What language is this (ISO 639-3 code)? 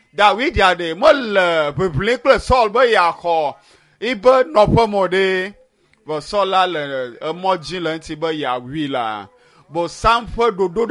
ewe